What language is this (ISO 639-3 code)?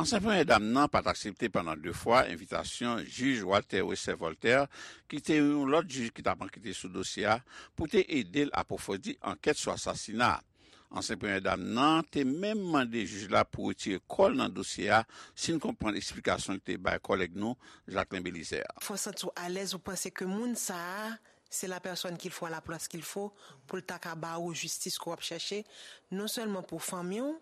hat